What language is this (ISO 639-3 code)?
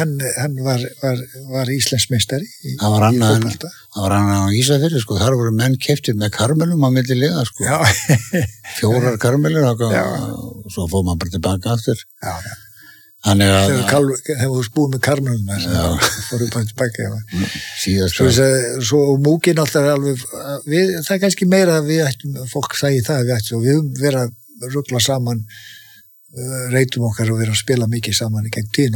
isl